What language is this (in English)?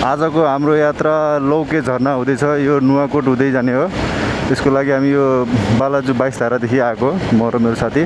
Nepali